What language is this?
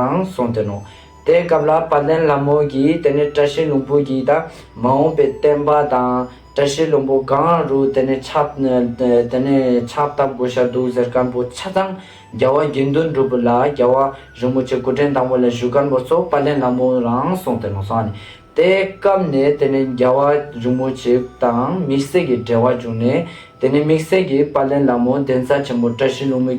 Ladakhi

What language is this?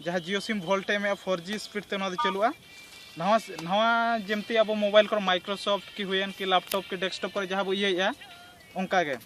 Santali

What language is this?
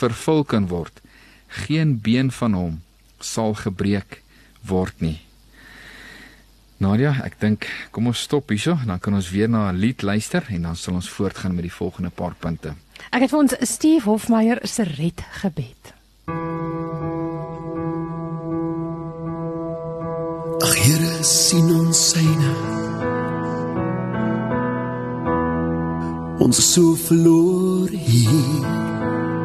Afrikaans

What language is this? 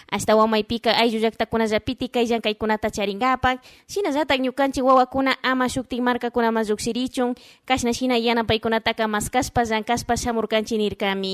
Chimborazo Highland Quichua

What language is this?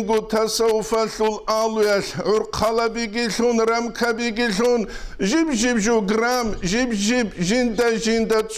Avaric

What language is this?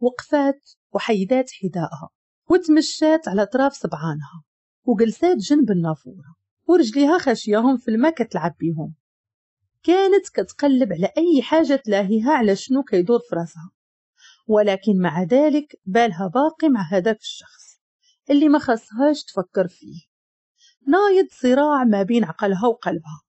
Moroccan Arabic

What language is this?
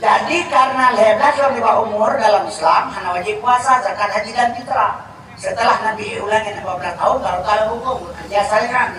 Achinese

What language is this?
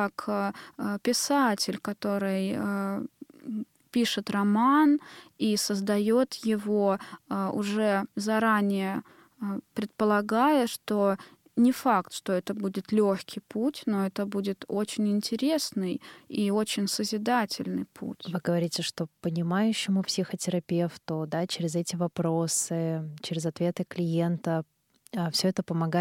Russian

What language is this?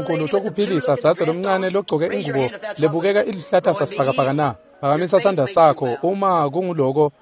Swati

